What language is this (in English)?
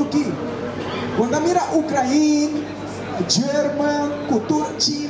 Papiamento